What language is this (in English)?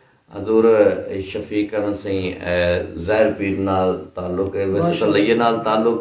Saraiki